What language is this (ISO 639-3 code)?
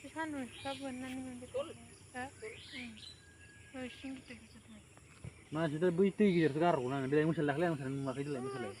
brx